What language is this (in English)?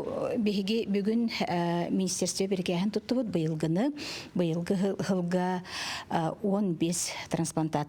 Yakut